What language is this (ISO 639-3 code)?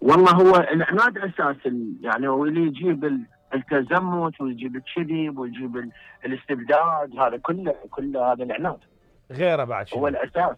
acm